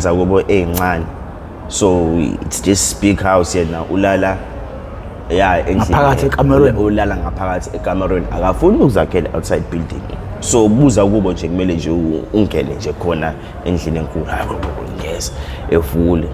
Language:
Zulu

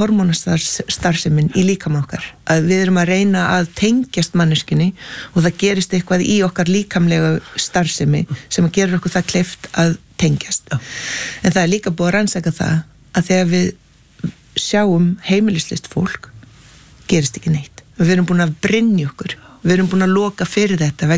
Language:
Icelandic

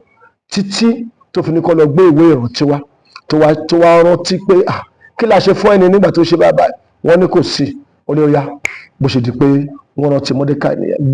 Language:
Yoruba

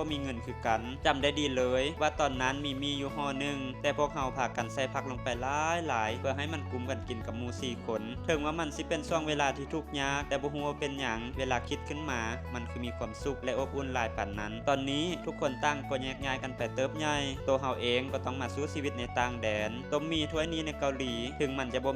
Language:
Lao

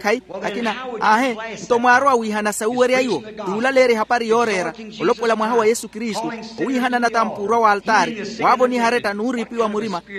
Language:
Makhuwa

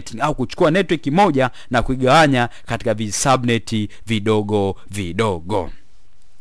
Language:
Swahili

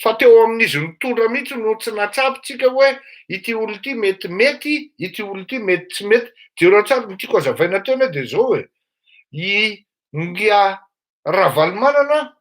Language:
Malagasy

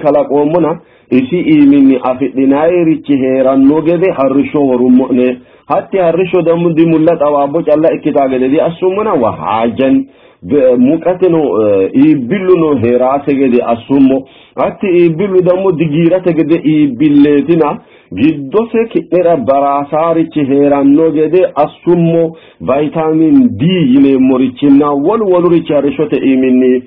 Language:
Sidamo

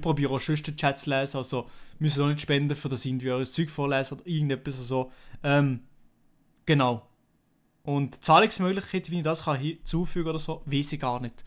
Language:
Swiss German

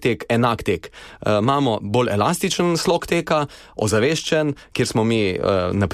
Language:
Slovenian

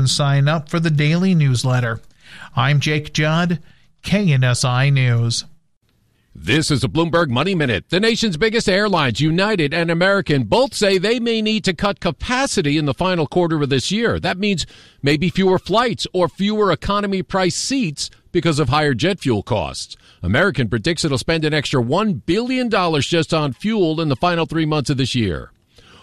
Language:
English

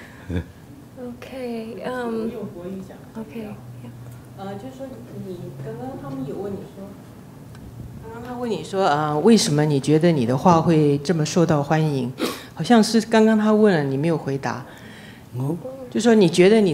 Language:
Chinese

